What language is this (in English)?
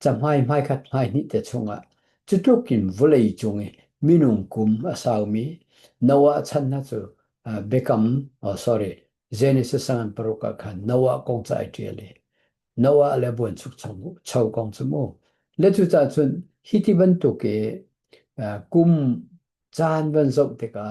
Hakha Chin